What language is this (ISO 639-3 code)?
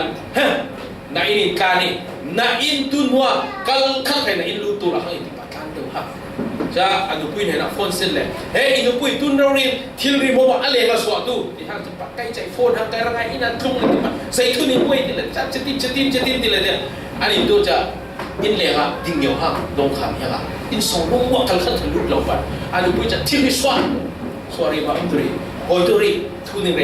cfm